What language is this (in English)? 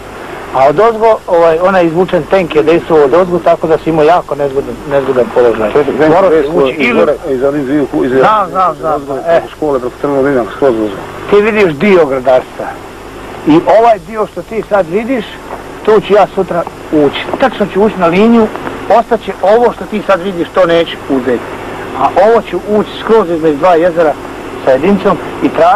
Bosnian